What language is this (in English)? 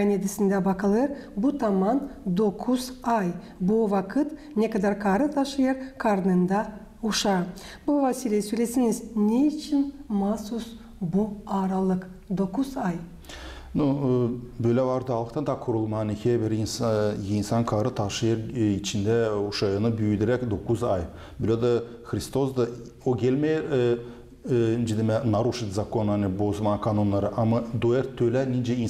Gagauz